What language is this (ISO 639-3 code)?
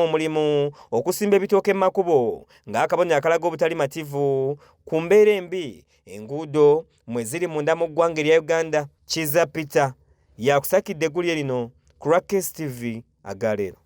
lug